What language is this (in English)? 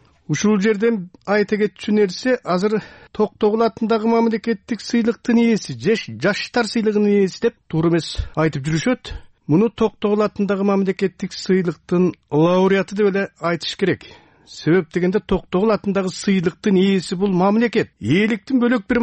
Kyrgyz